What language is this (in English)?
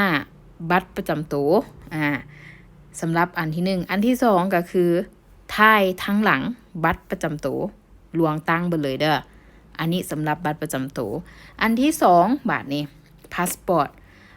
Lao